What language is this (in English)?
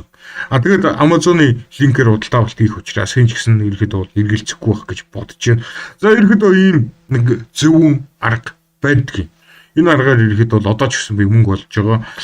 Mongolian